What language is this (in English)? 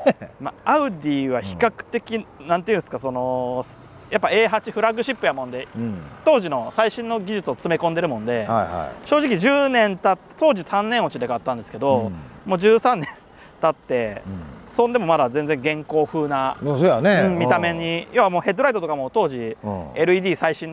Japanese